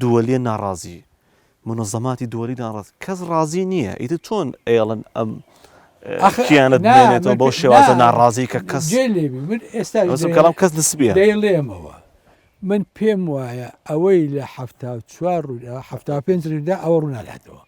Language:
Central Kurdish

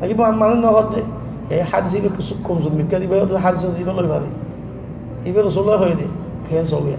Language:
Rohingya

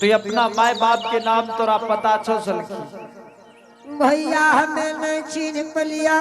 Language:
Angika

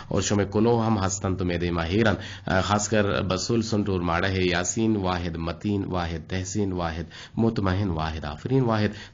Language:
Eastern Balochi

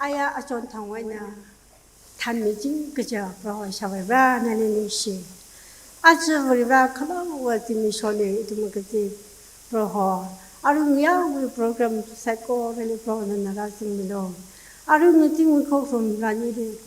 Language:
Tangkhul Naga (India)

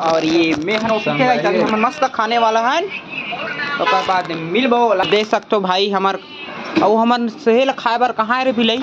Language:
Chhattisgarhi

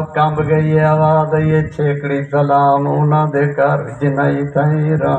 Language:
Saraiki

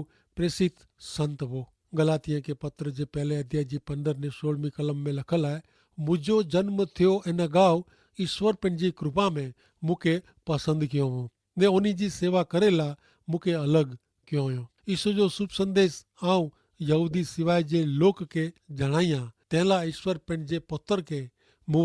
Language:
Kachhi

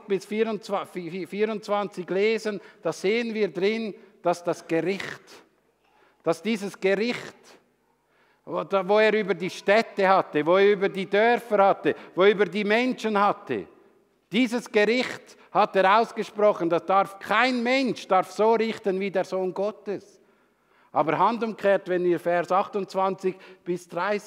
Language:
German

